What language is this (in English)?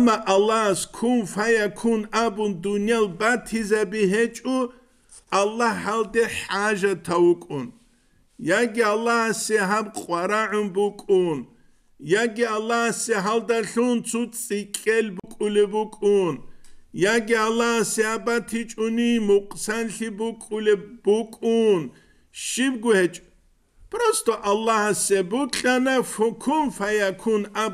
Avaric